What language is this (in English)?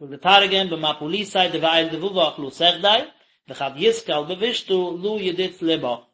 Yiddish